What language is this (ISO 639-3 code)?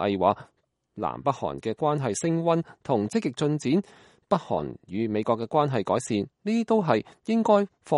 yue